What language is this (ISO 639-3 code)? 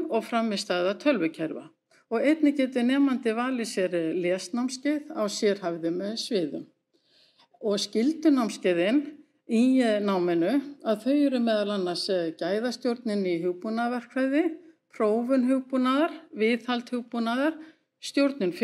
isl